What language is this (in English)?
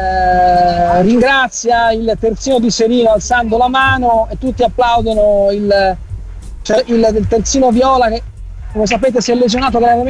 Italian